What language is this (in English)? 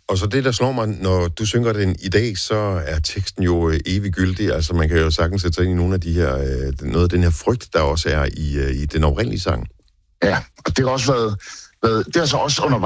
Danish